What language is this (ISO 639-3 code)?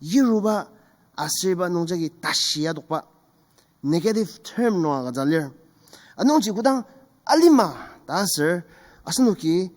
njo